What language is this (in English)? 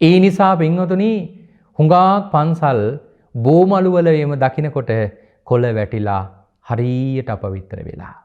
Sinhala